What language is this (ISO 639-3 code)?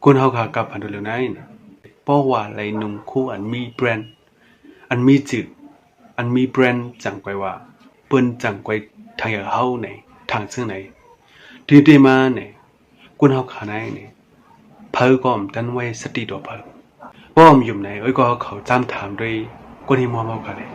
shn